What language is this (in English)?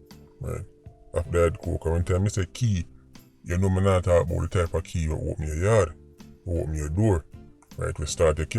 Jamaican Creole English